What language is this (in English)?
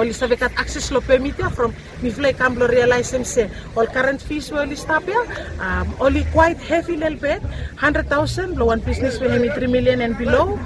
Bislama